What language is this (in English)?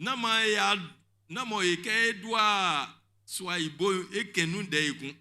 Baoulé